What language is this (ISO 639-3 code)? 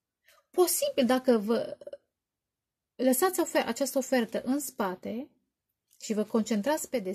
ron